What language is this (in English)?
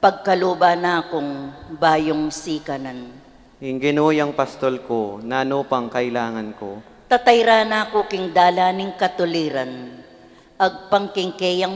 Pampanga